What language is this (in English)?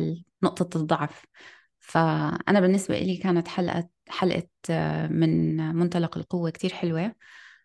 North Levantine Arabic